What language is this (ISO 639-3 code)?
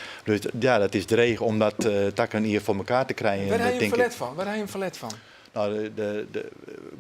fry